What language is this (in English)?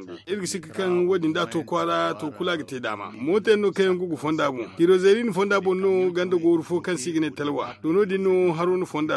Zarma